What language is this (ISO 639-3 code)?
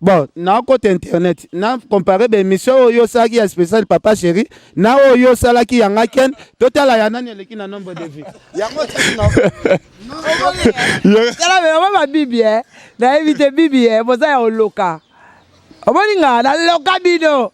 lin